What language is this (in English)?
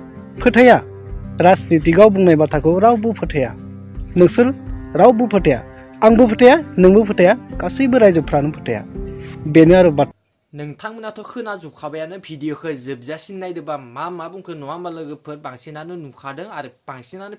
Bodo